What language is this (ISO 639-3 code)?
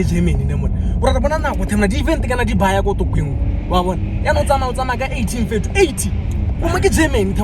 tsn